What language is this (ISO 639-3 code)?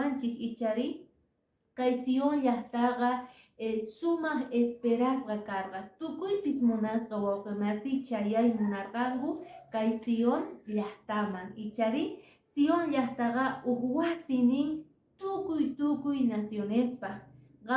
que